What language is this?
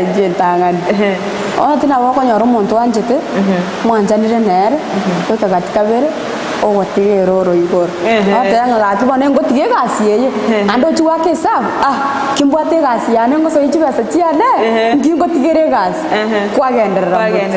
Gusii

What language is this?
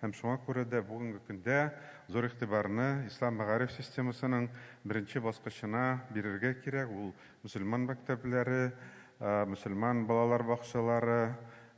Tatar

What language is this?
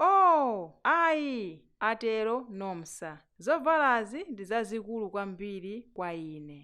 Nyanja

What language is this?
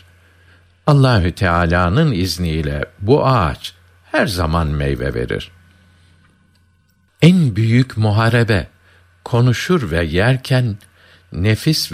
Turkish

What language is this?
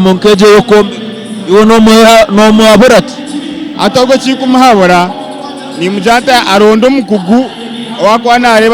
Nyankole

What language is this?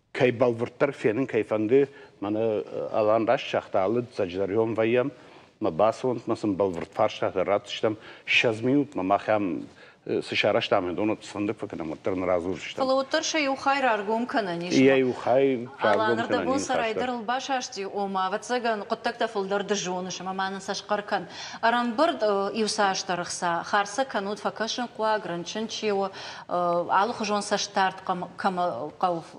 Ossetic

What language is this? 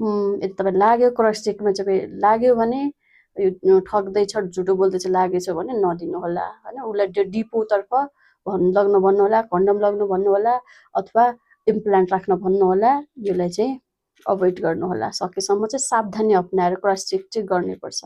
Nepali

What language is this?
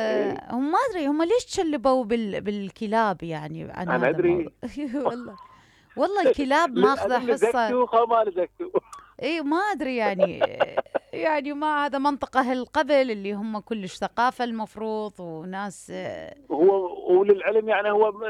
Mesopotamian Arabic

